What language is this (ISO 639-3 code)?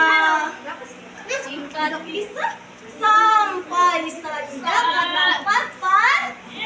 bjn